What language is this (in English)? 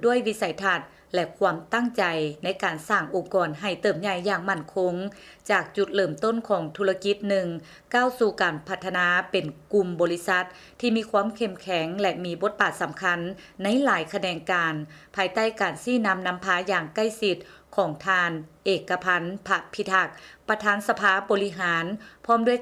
Lao